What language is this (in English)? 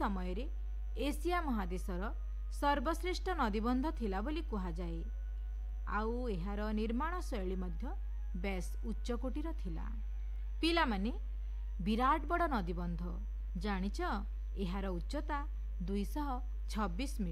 Odia